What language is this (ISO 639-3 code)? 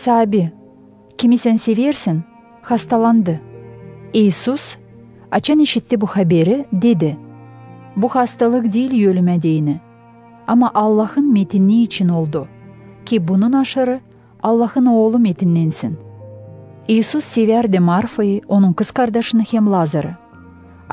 gag